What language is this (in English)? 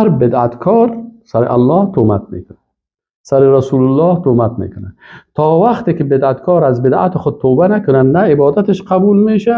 Persian